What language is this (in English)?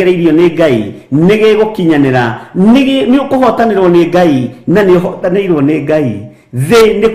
Kikuyu